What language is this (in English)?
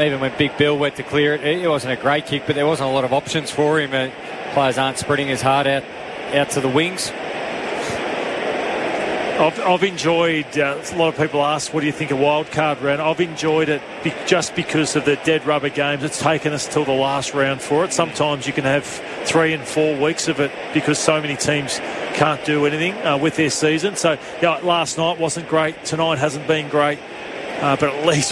English